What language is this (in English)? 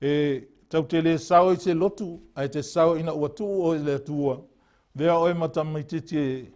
Samoan